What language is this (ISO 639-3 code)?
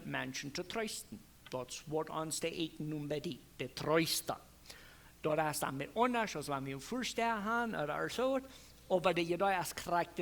pdt